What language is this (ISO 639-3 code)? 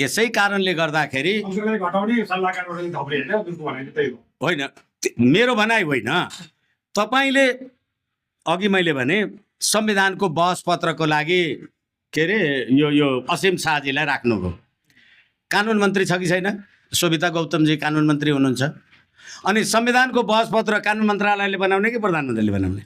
nep